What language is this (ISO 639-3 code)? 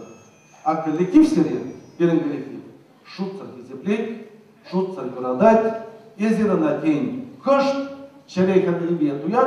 chv